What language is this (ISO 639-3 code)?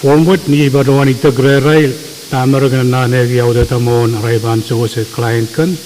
pon